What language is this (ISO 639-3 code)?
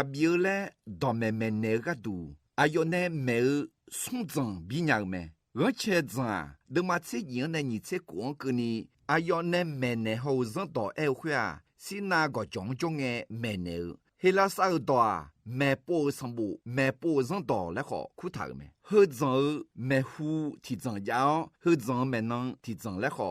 ahk